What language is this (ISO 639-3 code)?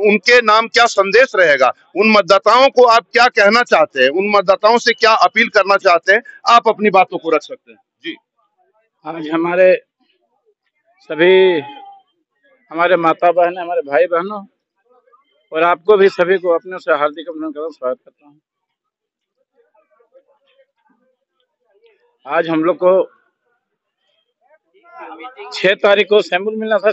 hin